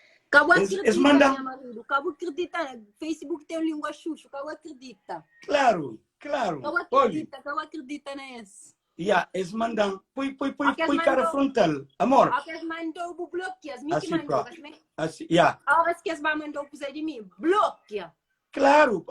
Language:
Kabuverdianu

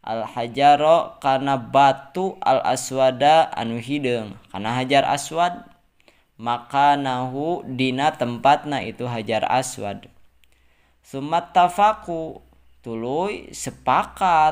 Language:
Sundanese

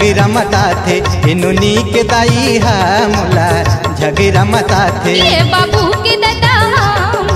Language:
Chhattisgarhi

